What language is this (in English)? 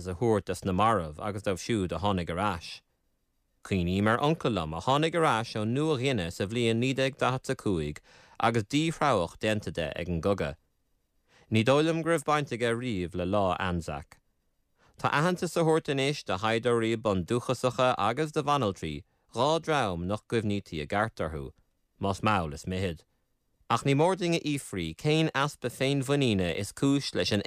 Irish